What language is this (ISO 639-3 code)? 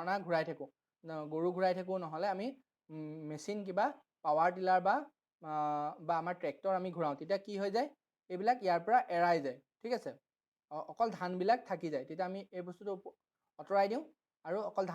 asm